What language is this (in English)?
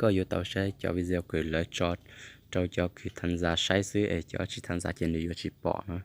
Hmong